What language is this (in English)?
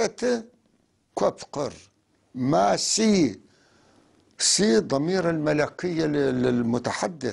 North Levantine Arabic